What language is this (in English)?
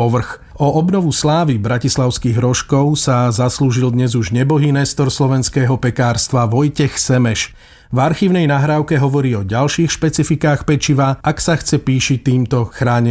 Slovak